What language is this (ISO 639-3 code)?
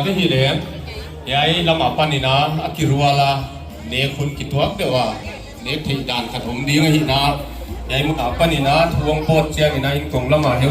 pck